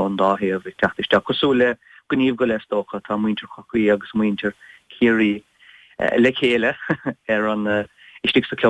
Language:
Irish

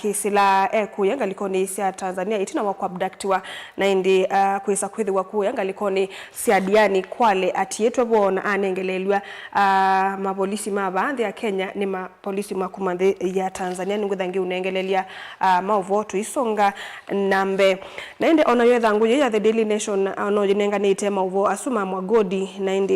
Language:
Kamba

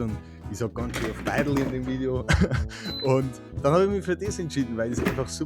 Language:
Bavarian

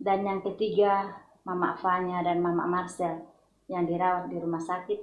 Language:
Toraja-Sa'dan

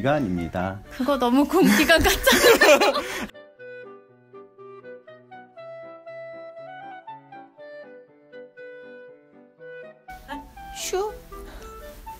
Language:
Korean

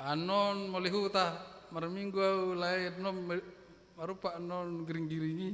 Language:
Batak Toba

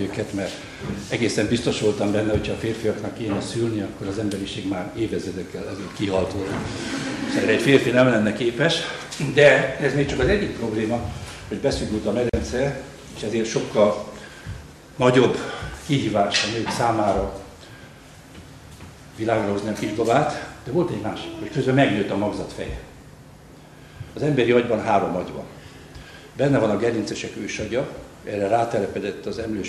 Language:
Hungarian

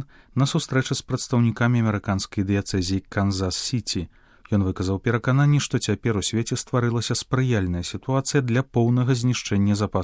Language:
Belarusian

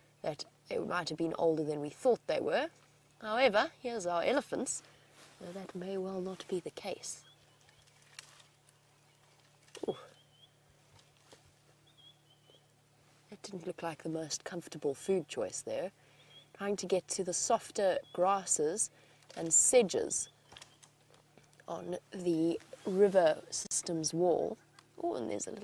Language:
English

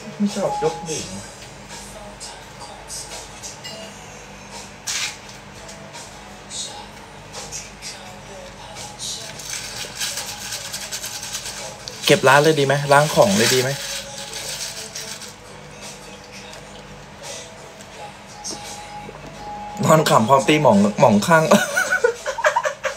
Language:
Thai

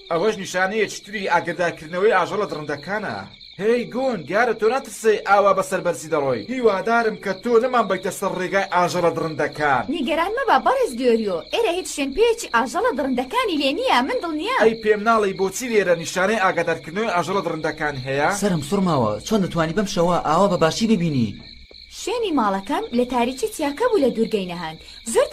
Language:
Central Kurdish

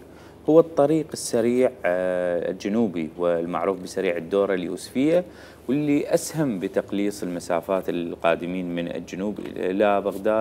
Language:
Mesopotamian Arabic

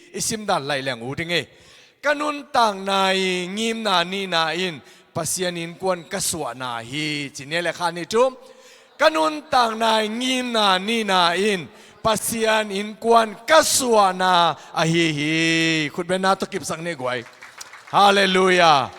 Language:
Tedim Chin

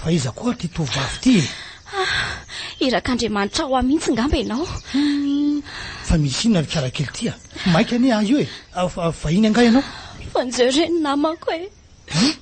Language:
Malagasy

